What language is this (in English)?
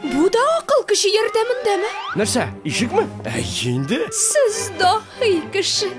Tatar